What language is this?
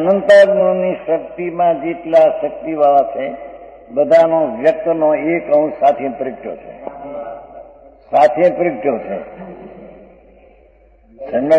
Gujarati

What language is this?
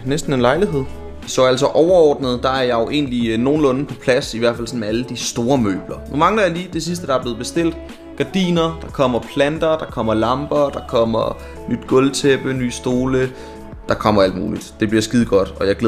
Danish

